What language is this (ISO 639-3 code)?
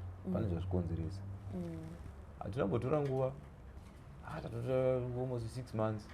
sna